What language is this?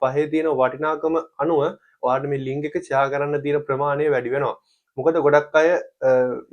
Sinhala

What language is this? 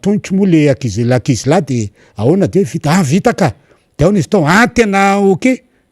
Malagasy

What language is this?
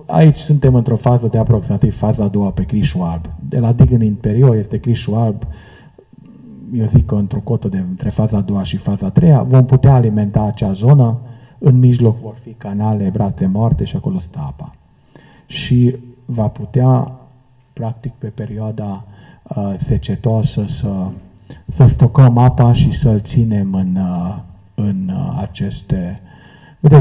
Romanian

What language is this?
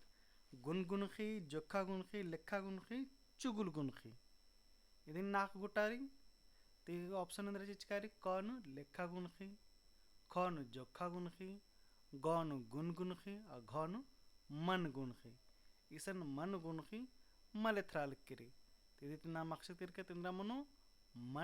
Kurukh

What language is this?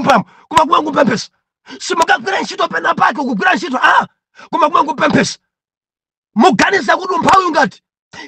Nyanja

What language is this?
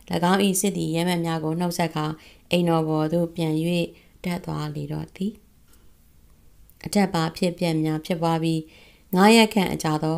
Burmese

